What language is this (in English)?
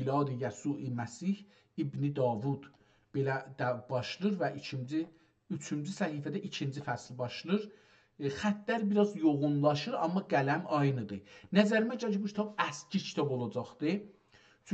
South Azerbaijani